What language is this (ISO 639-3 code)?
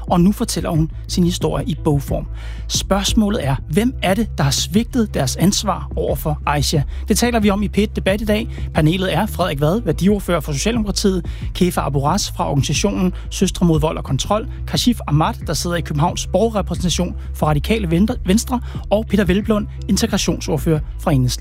dan